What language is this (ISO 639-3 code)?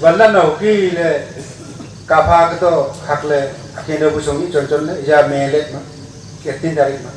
nnp